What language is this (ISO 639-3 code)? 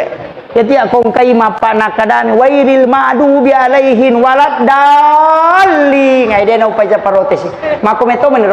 bug